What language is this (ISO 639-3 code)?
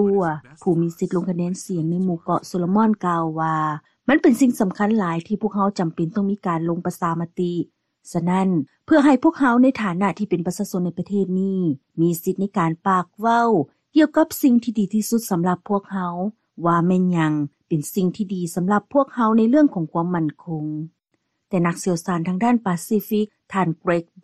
lao